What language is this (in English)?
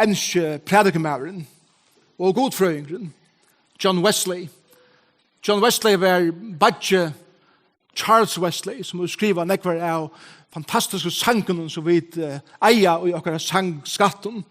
Faroese